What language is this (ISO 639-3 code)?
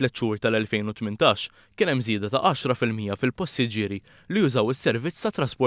mlt